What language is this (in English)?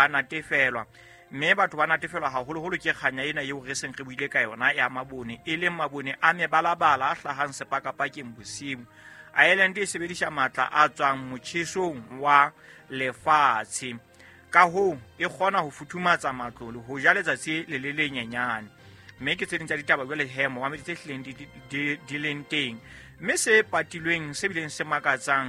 Southern Sotho